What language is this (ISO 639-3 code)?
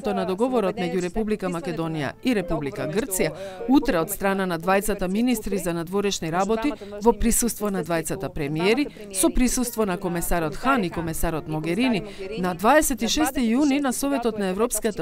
mkd